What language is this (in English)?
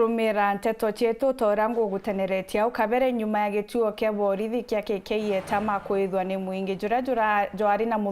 Meru